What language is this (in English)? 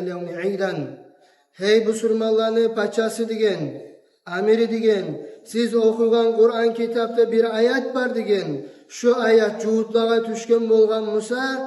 Kumyk